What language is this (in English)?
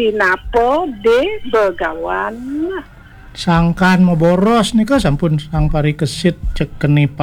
Balinese